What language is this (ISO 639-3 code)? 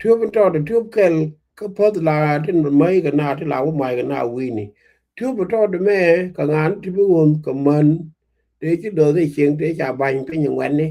nus